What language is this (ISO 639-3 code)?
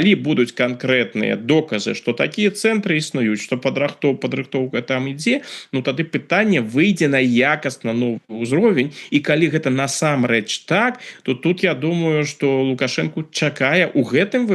bel